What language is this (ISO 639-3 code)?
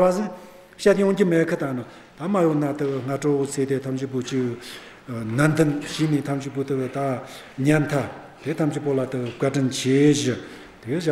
bod